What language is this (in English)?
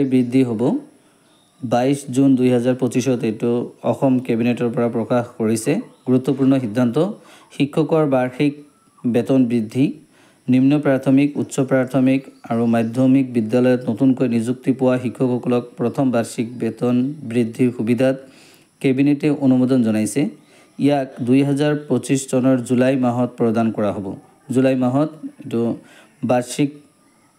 Assamese